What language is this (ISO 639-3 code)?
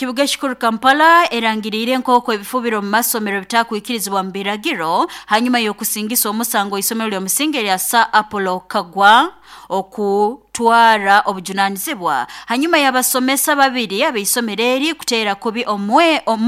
nyo